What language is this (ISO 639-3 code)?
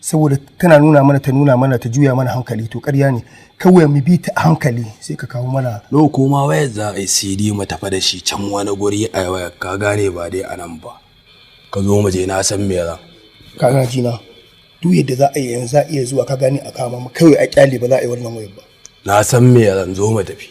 hau